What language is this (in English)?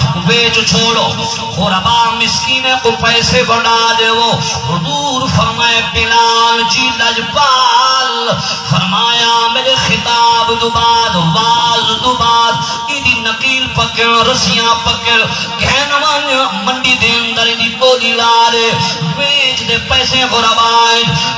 Saraiki